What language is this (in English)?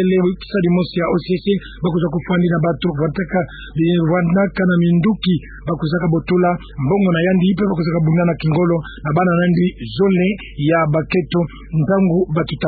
Kituba (Democratic Republic of Congo)